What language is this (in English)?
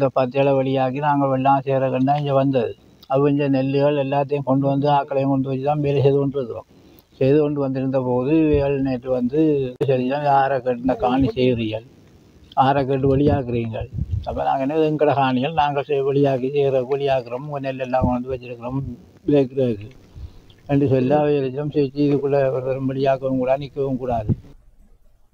Tamil